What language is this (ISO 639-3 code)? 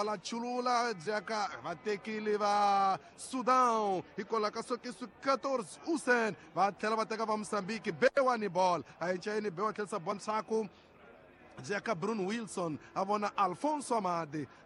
tso